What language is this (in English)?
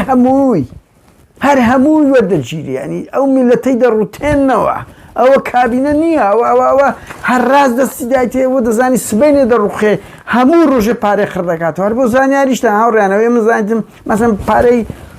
Central Kurdish